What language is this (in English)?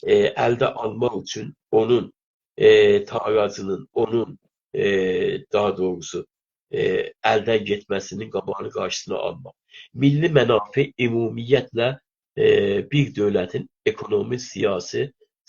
South Azerbaijani